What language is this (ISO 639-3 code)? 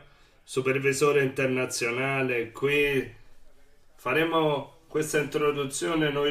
ita